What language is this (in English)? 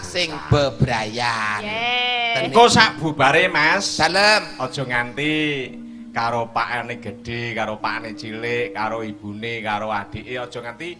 Javanese